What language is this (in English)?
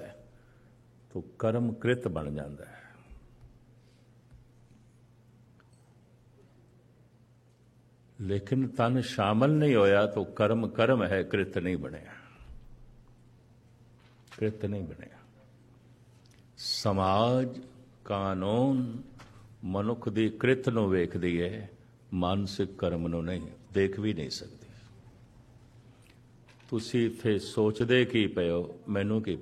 Punjabi